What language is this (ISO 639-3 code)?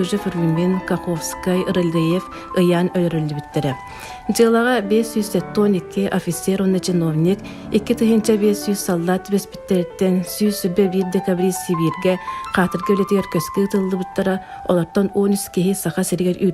sah